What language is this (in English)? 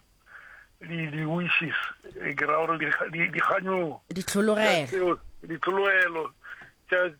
Northern Sotho